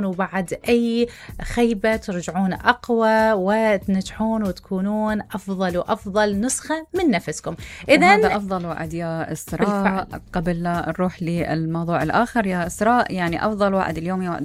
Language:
Mesopotamian Arabic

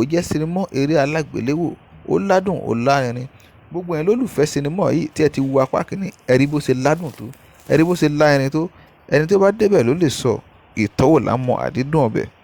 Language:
Yoruba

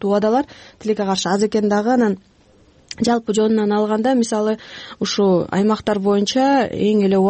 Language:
Kyrgyz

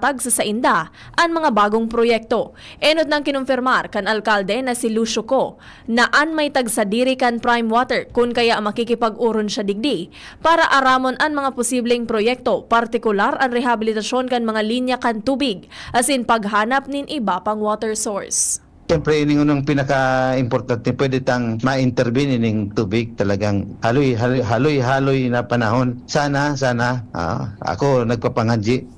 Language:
Bikol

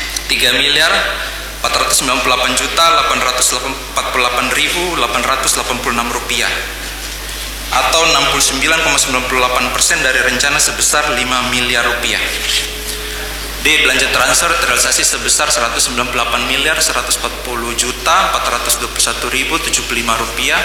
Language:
Indonesian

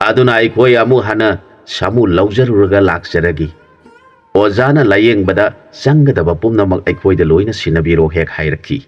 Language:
Manipuri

